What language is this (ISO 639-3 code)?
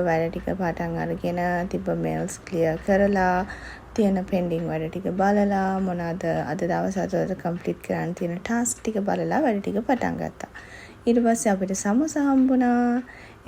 sin